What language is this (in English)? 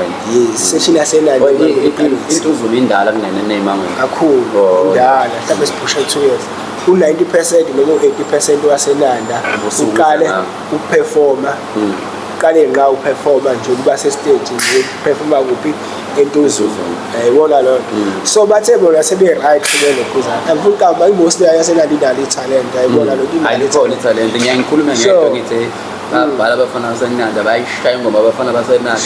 Zulu